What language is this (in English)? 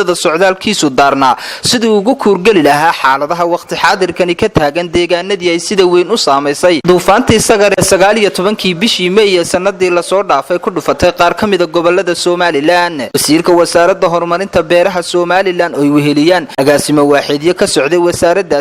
Somali